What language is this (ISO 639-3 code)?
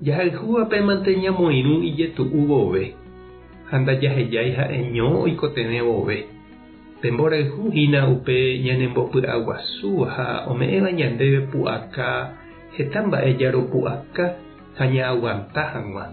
grn